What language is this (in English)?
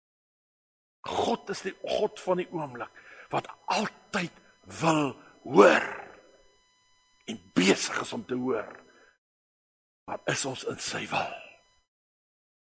Afrikaans